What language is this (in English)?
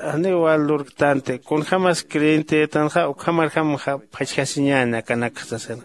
Aymara